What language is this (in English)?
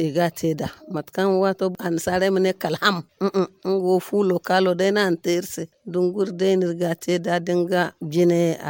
Zarma